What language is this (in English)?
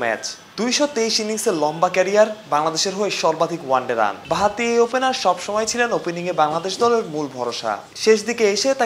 Bangla